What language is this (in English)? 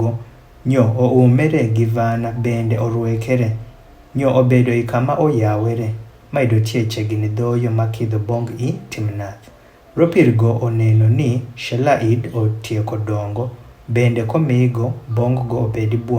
Adhola